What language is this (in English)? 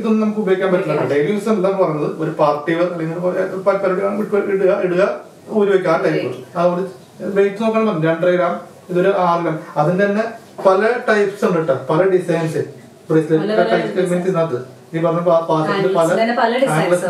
Malayalam